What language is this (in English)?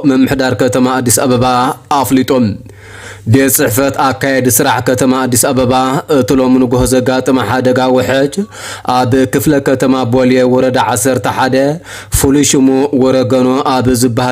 Tigrinya